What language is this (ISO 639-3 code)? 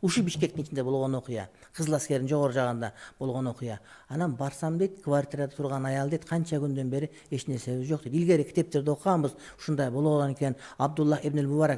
kir